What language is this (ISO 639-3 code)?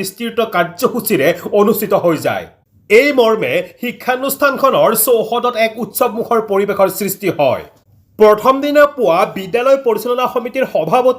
asm